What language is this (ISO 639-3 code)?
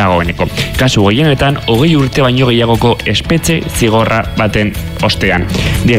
eus